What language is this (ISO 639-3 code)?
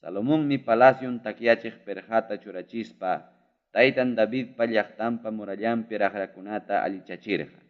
quy